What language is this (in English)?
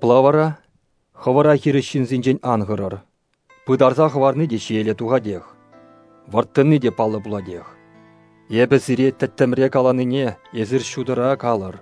Chuvash